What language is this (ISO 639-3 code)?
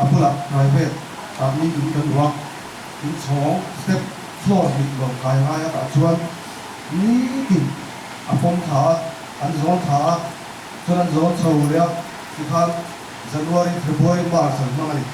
lus